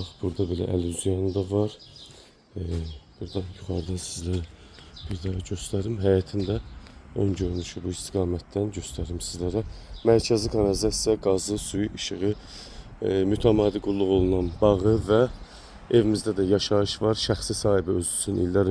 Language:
Azerbaijani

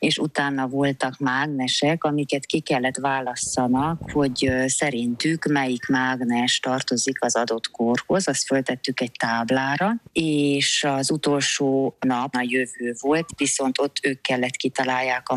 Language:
Hungarian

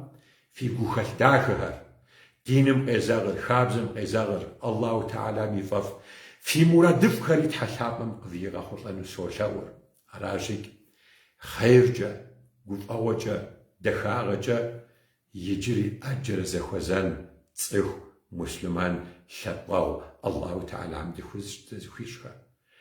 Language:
Kabardian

